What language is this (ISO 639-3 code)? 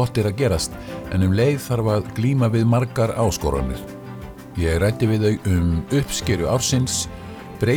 isl